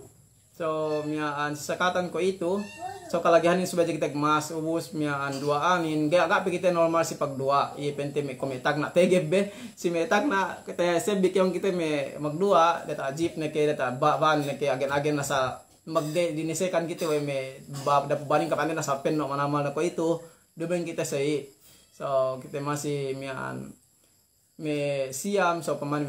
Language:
Yakan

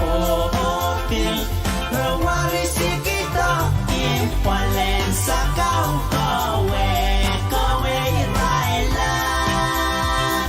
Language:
Pohnpeian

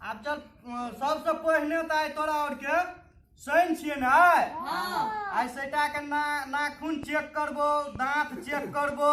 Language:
Maithili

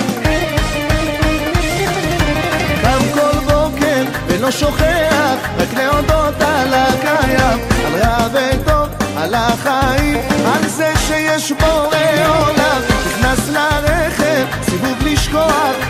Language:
Hebrew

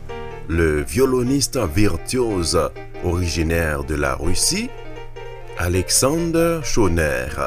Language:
French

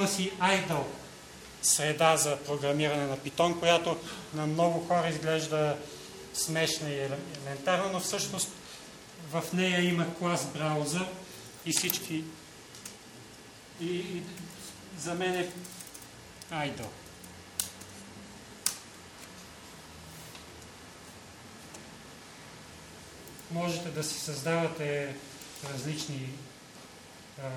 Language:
Bulgarian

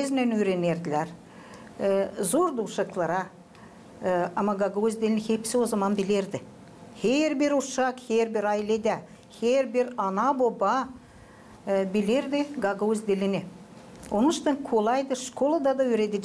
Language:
Gagauz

